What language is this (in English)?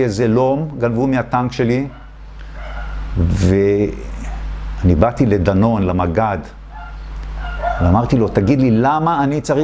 Hebrew